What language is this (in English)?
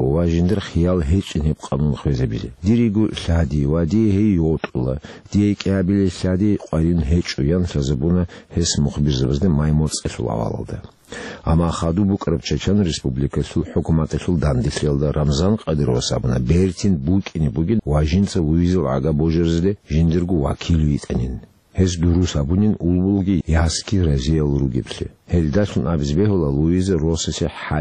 Avaric